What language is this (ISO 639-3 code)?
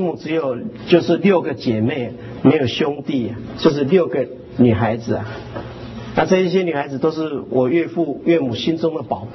zho